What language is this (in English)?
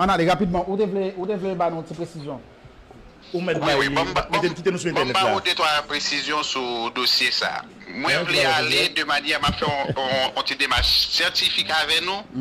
Haitian Creole